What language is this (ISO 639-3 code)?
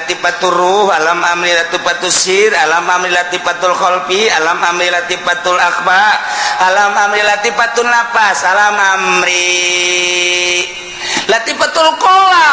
sun